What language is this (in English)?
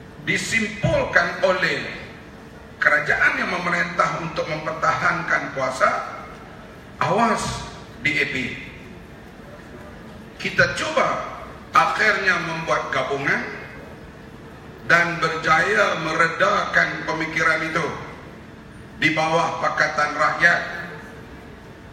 Malay